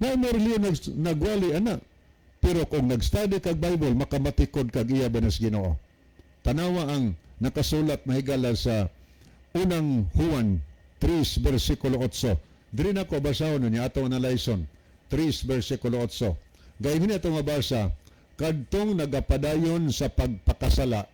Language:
Cebuano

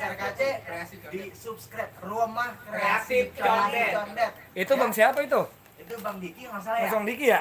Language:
Betawi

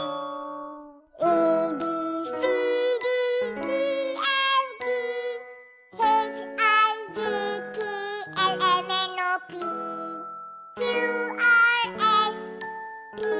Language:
Malay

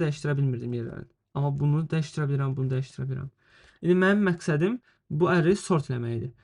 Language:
Azerbaijani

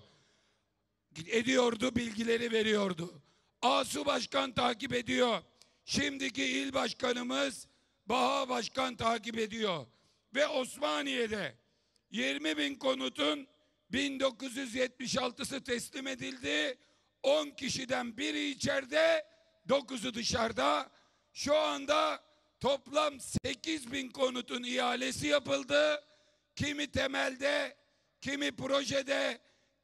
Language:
Turkish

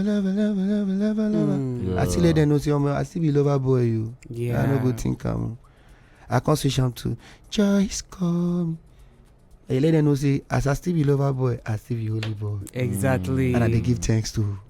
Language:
Nigerian Pidgin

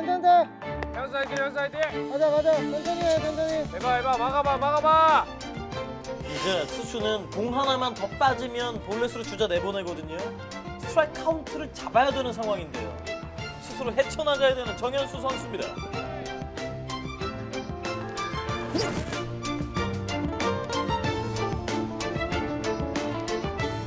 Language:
Korean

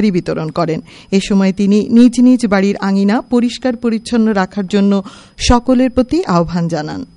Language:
Bangla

